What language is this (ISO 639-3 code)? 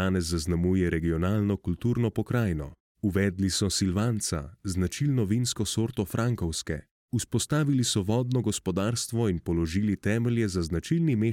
slv